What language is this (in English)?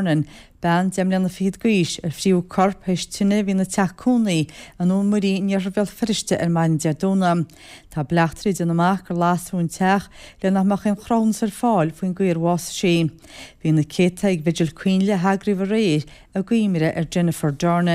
Irish